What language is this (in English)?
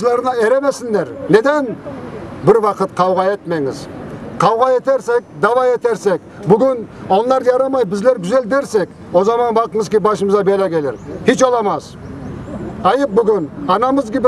Crimean Tatar